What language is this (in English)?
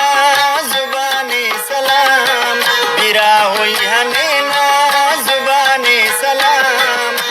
Brahui